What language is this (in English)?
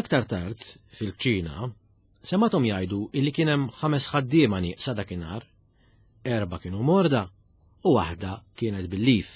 Maltese